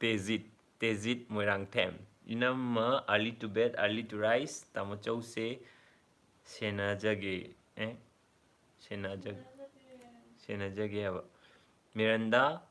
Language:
Manipuri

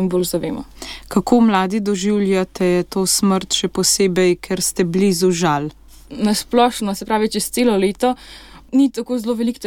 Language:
Slovenian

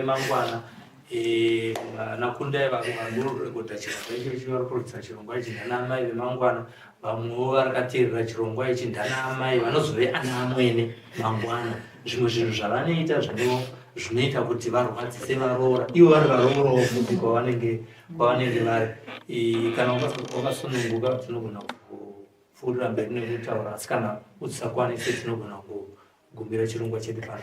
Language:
Shona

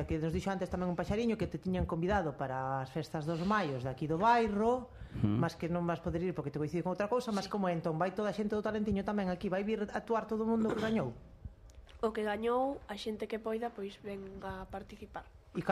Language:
Galician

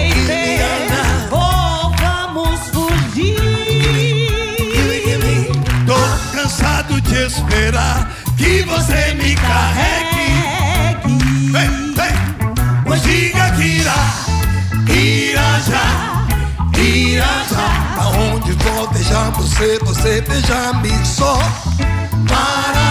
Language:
Portuguese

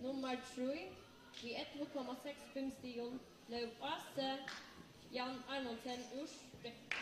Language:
Faroese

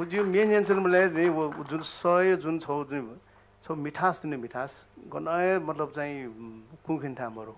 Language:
Newari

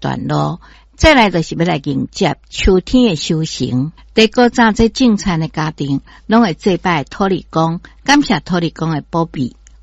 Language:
Min Nan Chinese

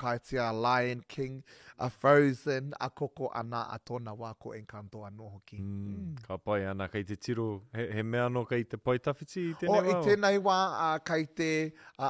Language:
Māori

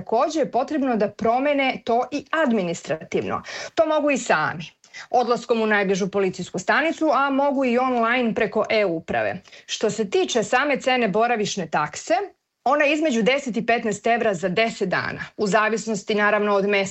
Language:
Serbian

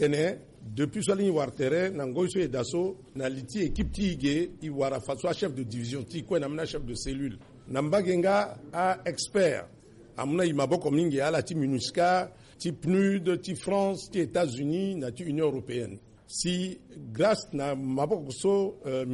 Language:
Sango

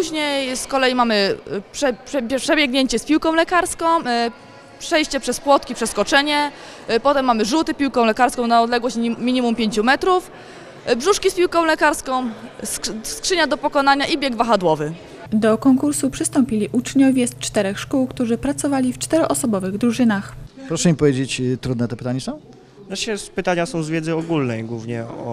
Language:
Polish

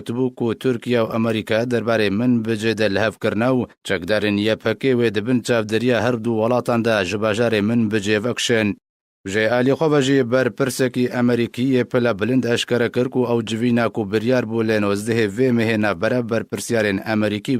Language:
Kurdish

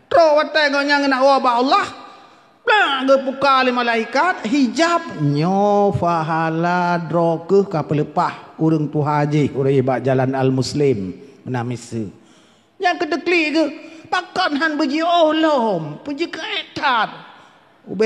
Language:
Achinese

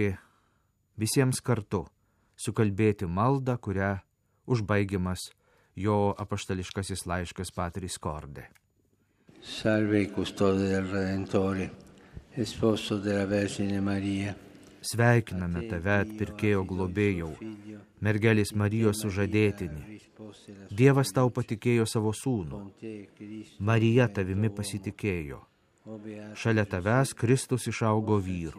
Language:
Lithuanian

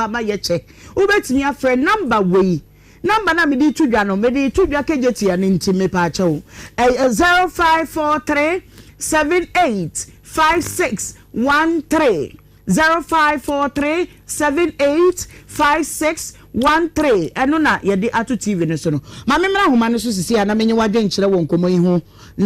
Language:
Akan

